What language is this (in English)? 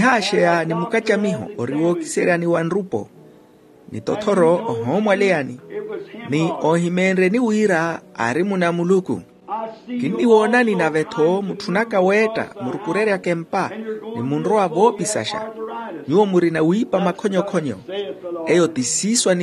Makhuwa